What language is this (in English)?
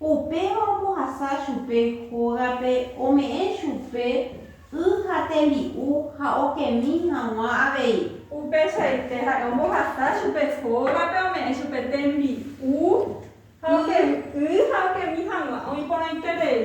Guarani